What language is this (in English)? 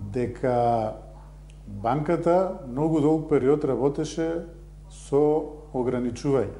Macedonian